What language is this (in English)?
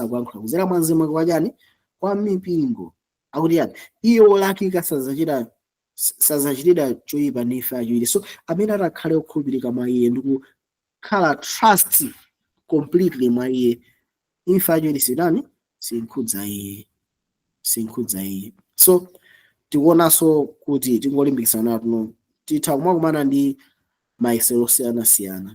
Nyanja